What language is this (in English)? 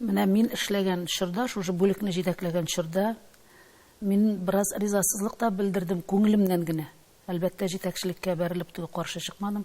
Tatar